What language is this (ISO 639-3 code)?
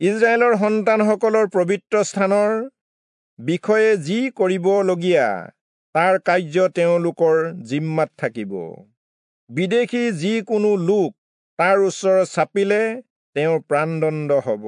asm